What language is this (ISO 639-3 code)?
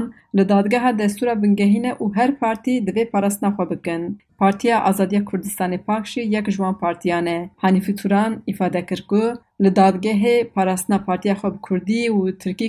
kur